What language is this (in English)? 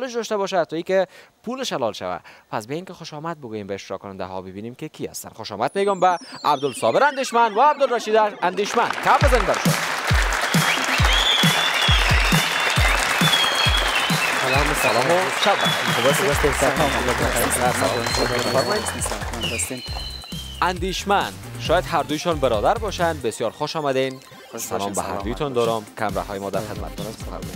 Persian